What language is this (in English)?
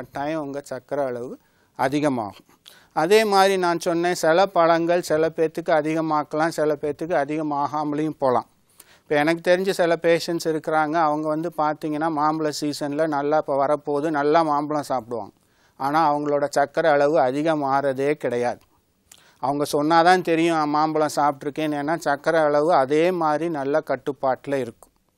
Tamil